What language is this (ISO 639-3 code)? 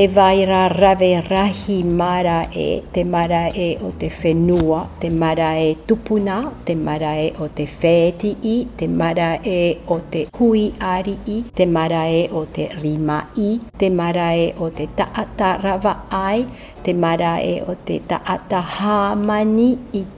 tah